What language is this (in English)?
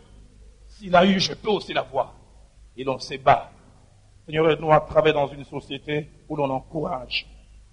French